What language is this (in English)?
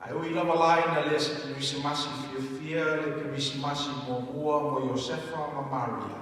Samoan